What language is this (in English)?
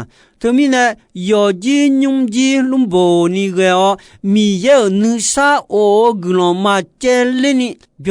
Akha